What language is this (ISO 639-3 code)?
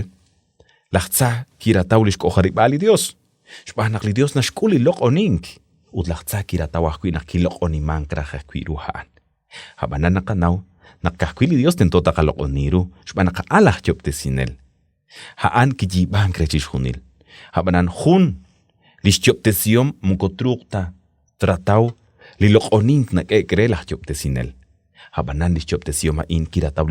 kek